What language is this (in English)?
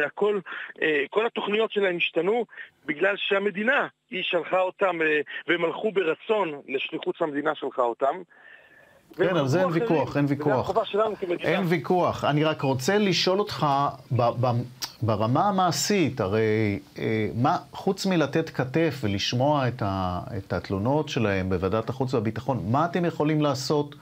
Hebrew